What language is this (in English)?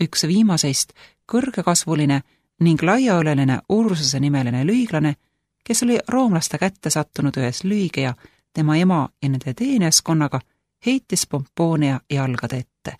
Estonian